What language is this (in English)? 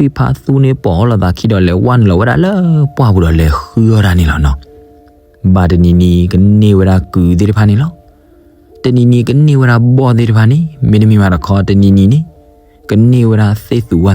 S'gaw Karen